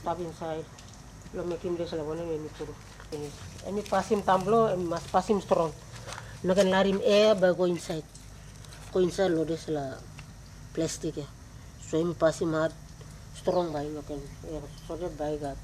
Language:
Tok Pisin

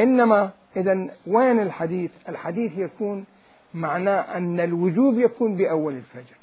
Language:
Mesopotamian Arabic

